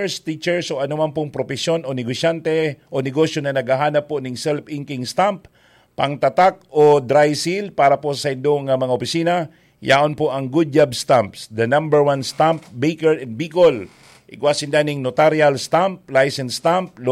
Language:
Bikol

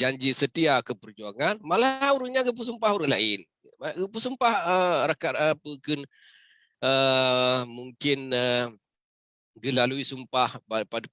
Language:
Achinese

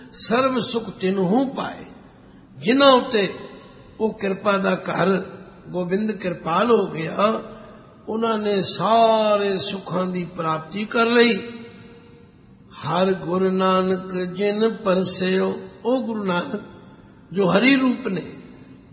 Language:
Punjabi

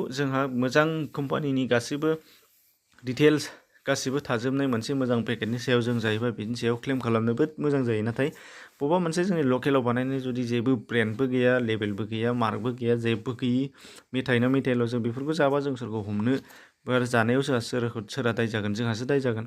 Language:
Bodo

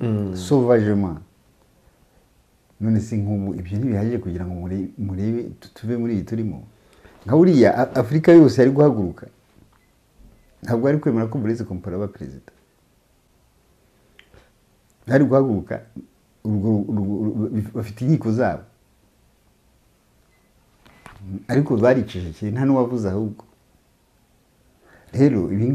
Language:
Kinyarwanda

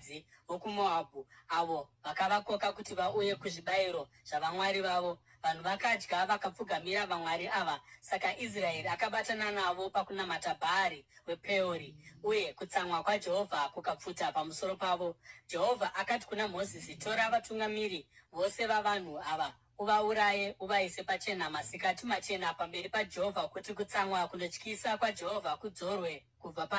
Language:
Shona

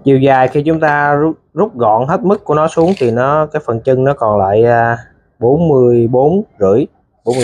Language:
Vietnamese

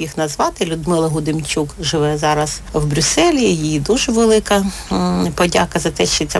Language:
Ukrainian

